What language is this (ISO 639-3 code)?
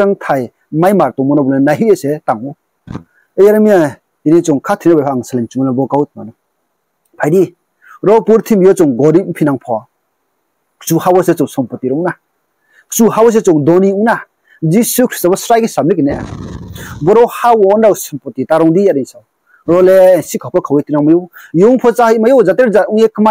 ria